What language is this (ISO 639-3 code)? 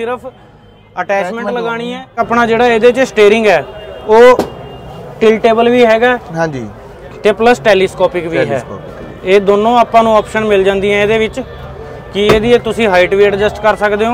pan